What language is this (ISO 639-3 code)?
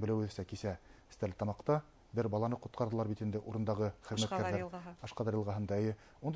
bak